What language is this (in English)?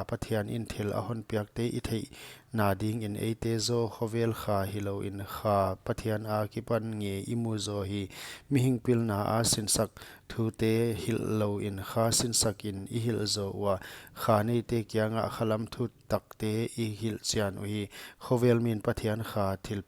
Paite Chin